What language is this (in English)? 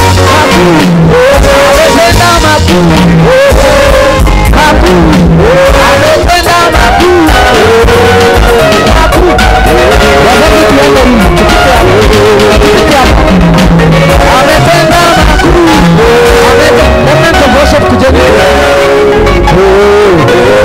Swahili